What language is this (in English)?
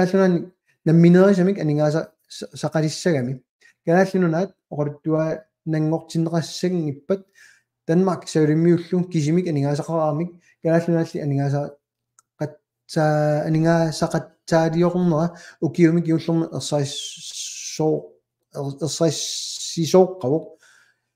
Kalaallisut